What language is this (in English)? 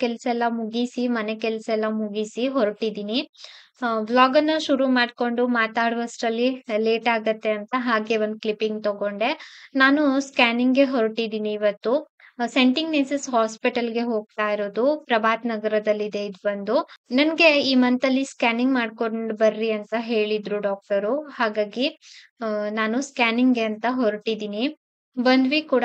Kannada